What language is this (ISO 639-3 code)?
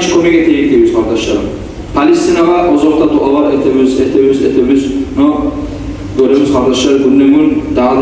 kum